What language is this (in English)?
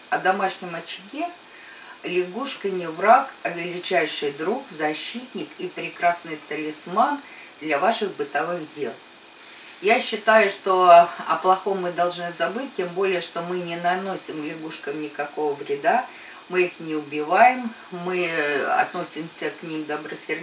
Russian